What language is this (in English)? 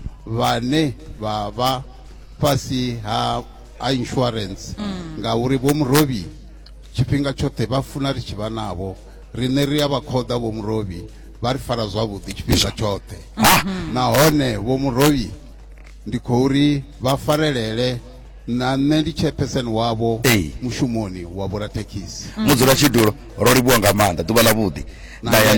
Venda